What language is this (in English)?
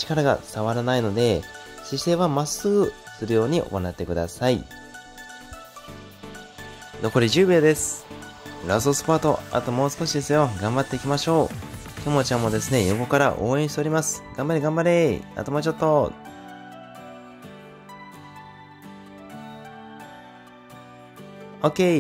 Japanese